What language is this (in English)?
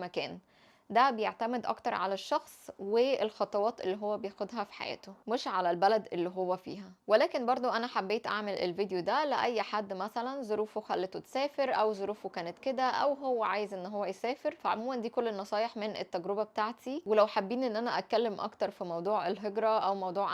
Egyptian Arabic